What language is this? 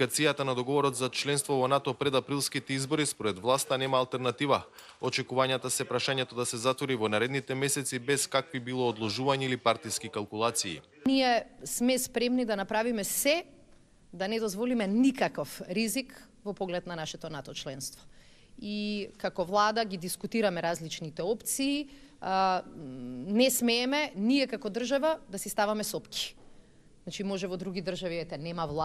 Macedonian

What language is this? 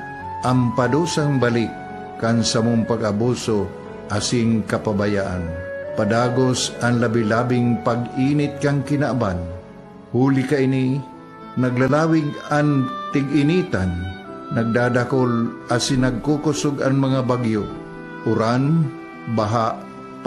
Bikol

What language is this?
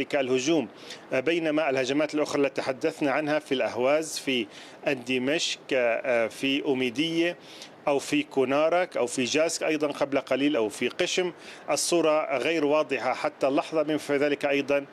Arabic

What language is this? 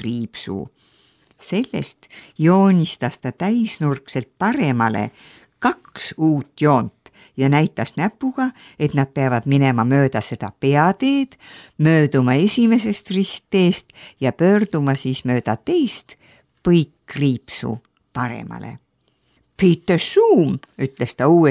Estonian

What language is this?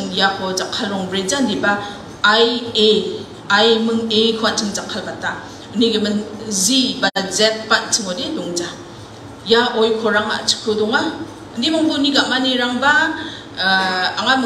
Garo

